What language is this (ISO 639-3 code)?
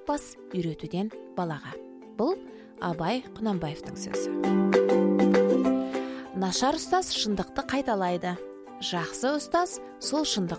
kaz